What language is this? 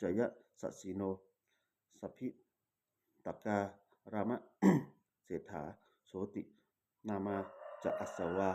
Pali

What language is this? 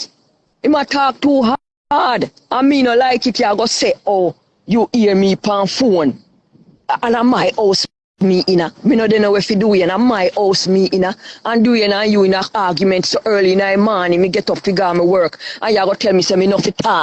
Jamaican Creole English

